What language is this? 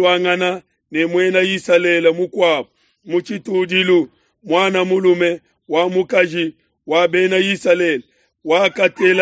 Luba-Lulua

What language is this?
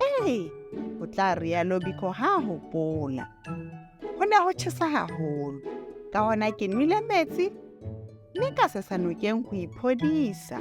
Southern Sotho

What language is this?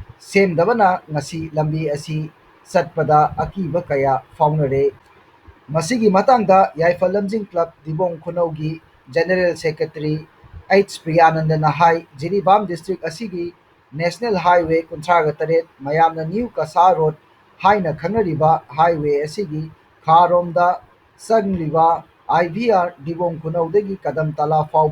Manipuri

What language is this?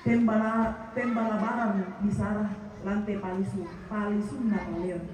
Toraja-Sa'dan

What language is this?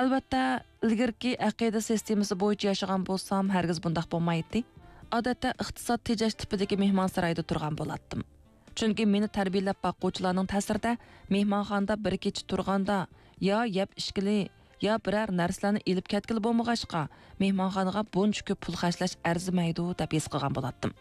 Uyghur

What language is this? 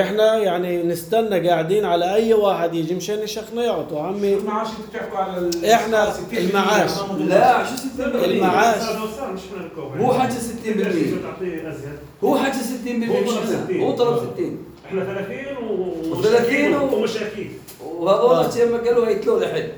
North Levantine Arabic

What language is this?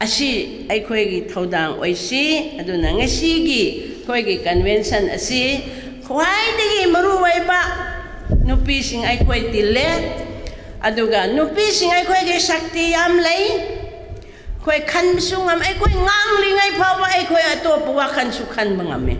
Manipuri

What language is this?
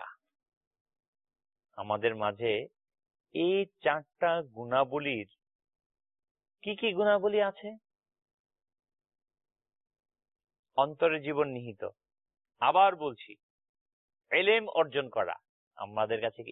Bangla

